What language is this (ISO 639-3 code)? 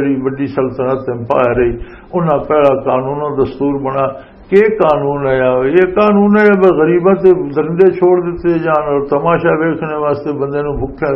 lah